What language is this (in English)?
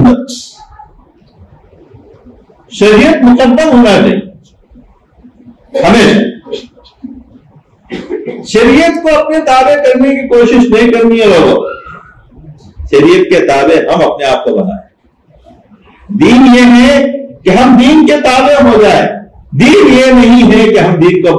Urdu